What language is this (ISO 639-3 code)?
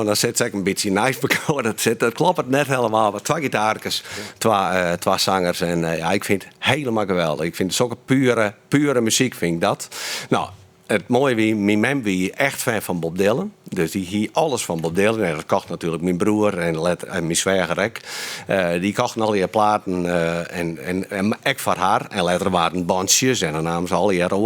fry